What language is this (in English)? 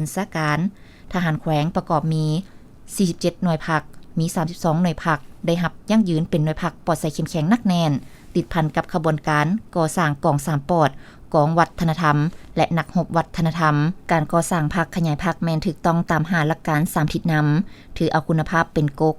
Lao